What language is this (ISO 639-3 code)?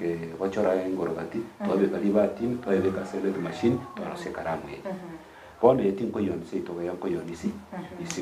guz